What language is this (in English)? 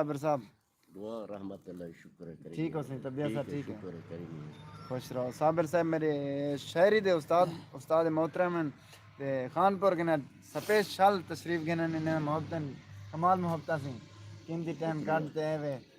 Saraiki